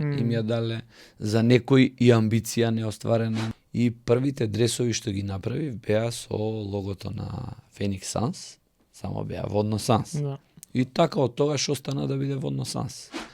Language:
Macedonian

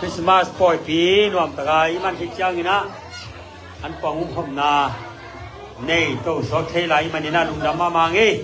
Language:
Tedim Chin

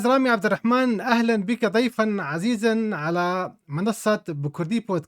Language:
North Levantine Arabic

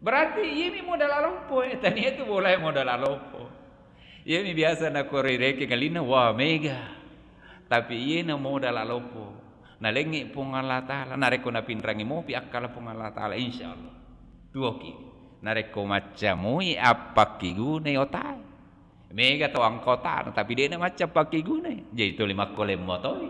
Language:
Buginese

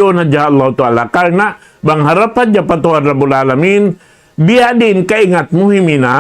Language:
Tausug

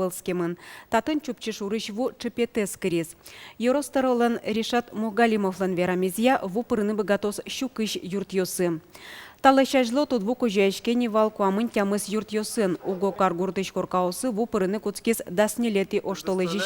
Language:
Udmurt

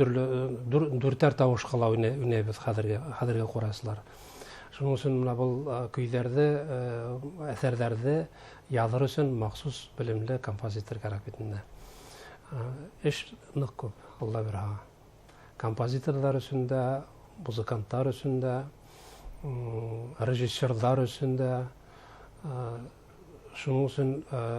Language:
Bashkir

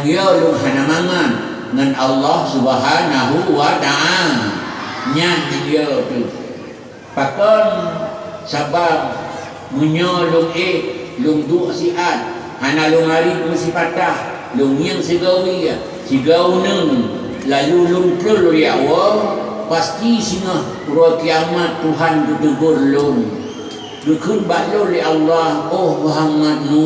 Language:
Achinese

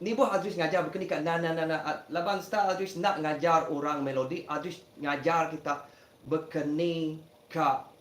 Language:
Iban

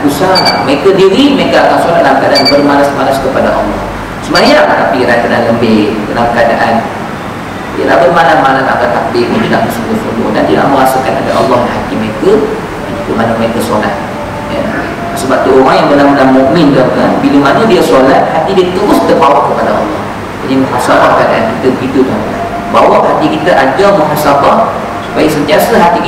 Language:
Malay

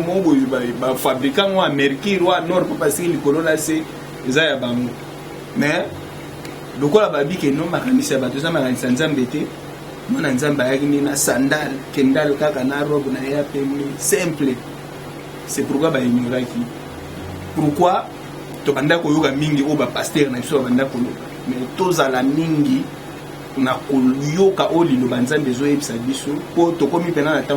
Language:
Lingala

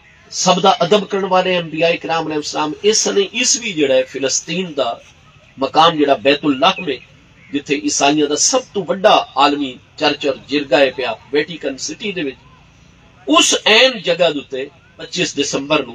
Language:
Saraiki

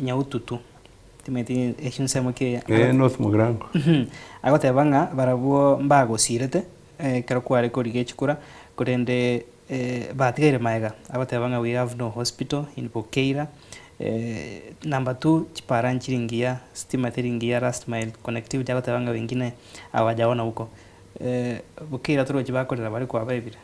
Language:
Gusii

